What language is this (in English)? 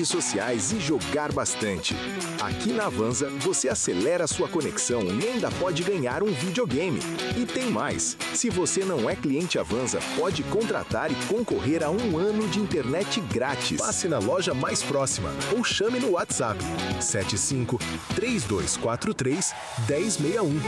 Portuguese